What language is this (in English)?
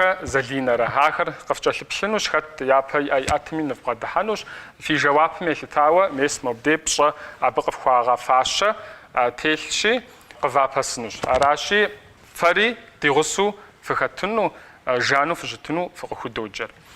Kabardian